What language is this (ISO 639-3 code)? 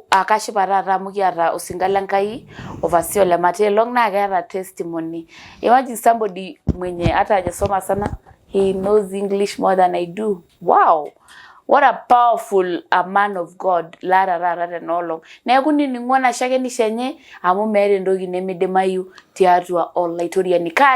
mas